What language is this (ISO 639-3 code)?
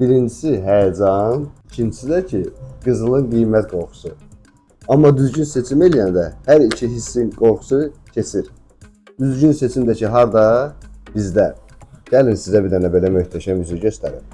aze